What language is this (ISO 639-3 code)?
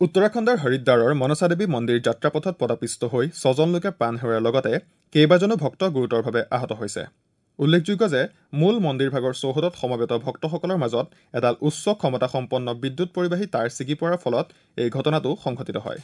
asm